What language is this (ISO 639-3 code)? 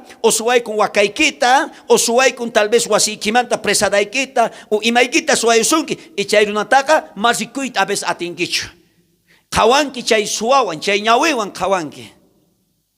quh